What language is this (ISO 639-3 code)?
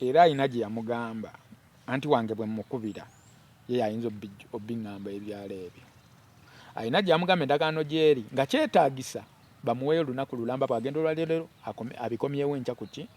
lug